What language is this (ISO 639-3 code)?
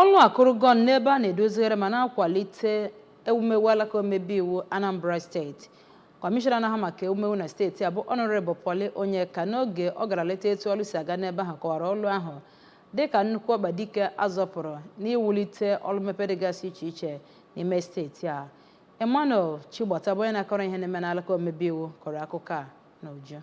ibo